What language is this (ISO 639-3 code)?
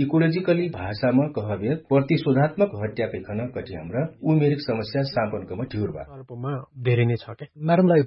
thl